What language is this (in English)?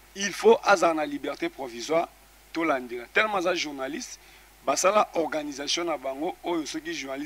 Lingala